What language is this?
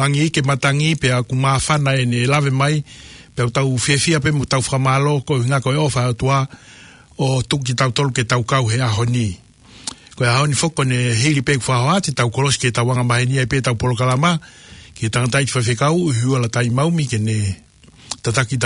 Tongan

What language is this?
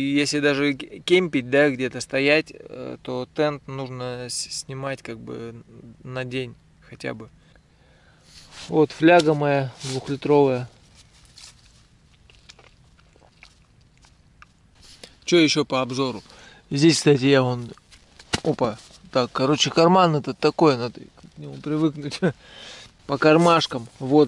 Russian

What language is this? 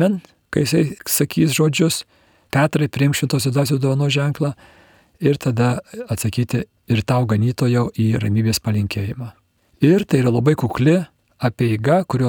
Lithuanian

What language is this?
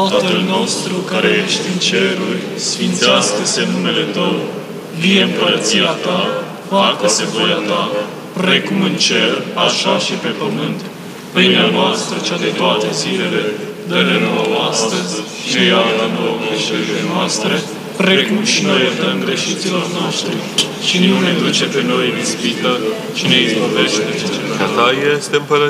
Romanian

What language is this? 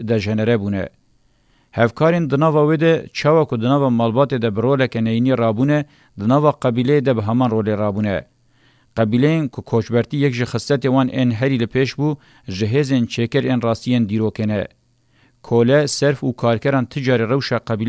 Kurdish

